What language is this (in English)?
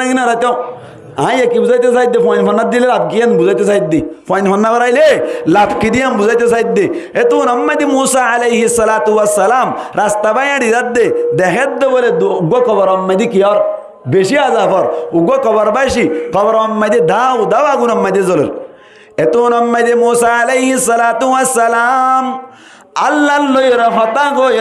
Rohingya